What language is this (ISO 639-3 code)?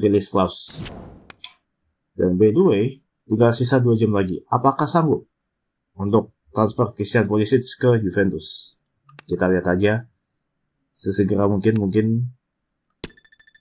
ind